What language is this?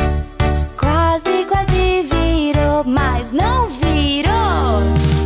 Portuguese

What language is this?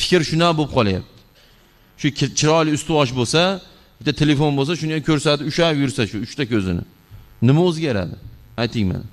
Uzbek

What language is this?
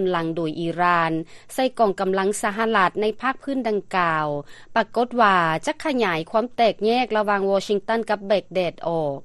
Lao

